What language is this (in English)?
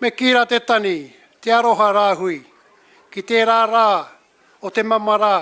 Māori